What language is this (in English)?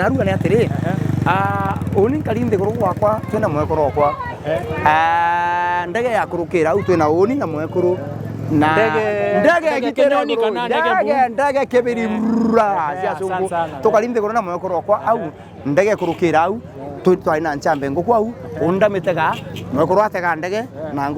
Meru